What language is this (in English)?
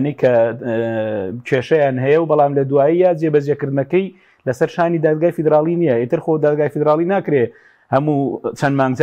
Central Kurdish